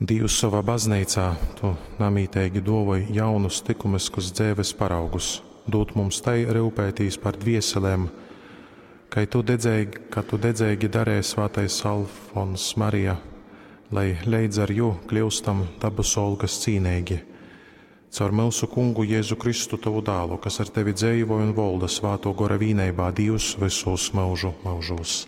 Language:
Latgalian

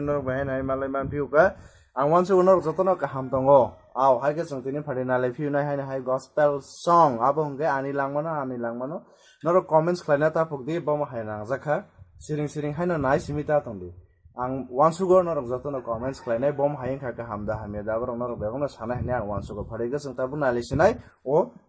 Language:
Kok Borok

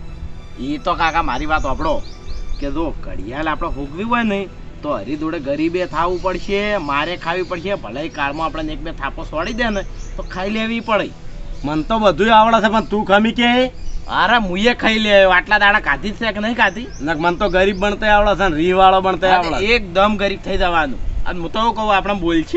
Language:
Gujarati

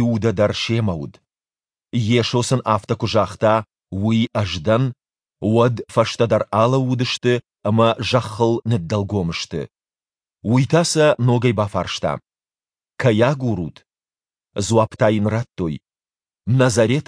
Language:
Ossetic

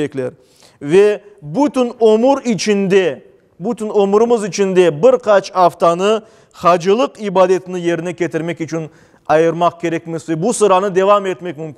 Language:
Crimean Tatar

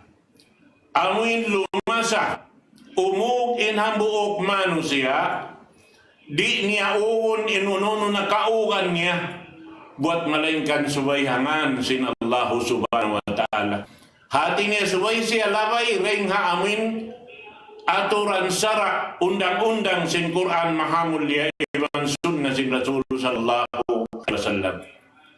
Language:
Tausug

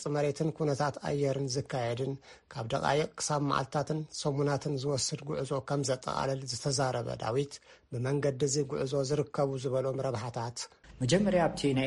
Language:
Tigrinya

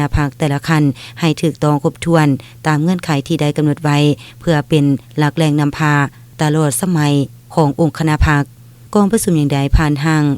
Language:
Lao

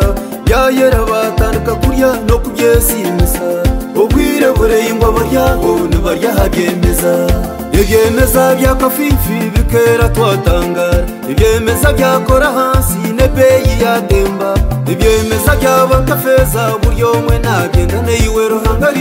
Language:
Kinyarwanda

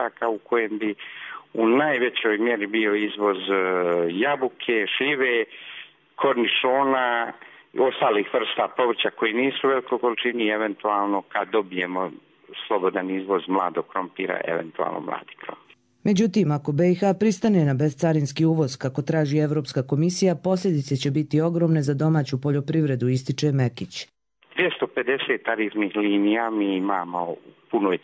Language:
Bosnian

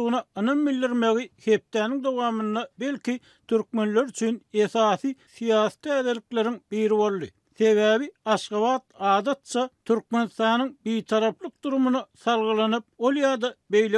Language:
Turkmen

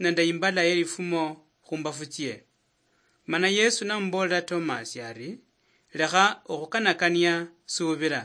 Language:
Luyia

